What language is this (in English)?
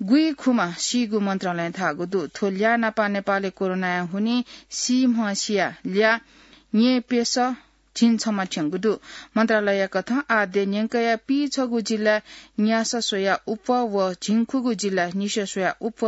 Newari